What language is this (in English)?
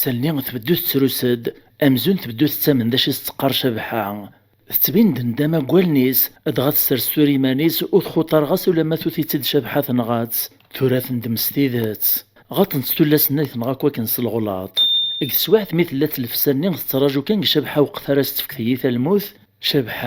Kabyle